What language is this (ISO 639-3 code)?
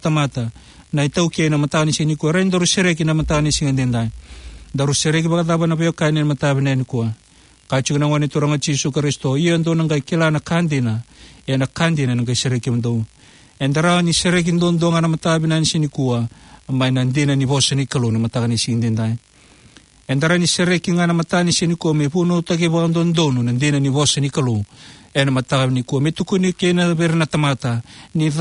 fij